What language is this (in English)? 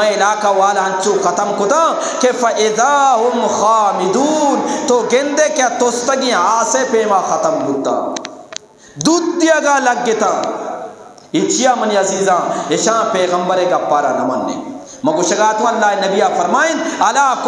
Eastern Balochi